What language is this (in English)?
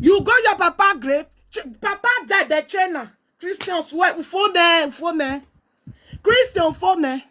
Nigerian Pidgin